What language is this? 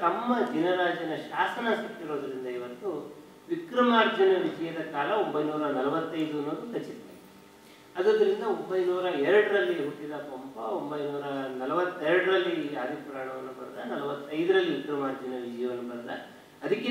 Kannada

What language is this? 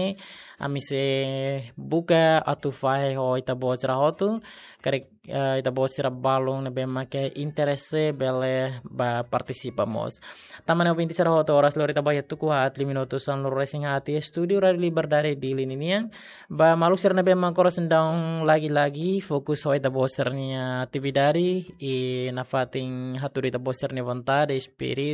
Tetum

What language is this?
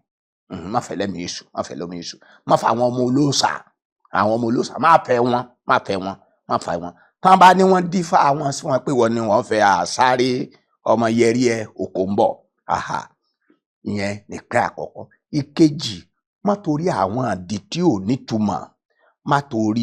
Yoruba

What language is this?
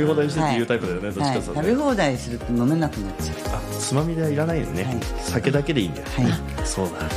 Japanese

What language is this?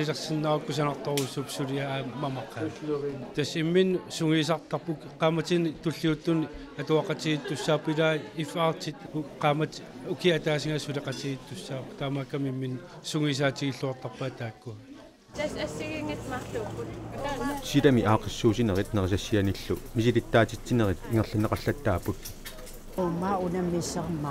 Kalaallisut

